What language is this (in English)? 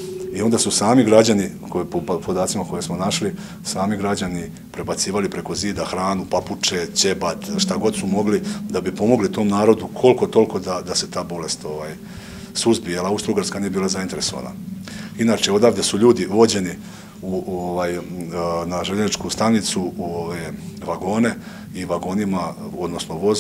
Serbian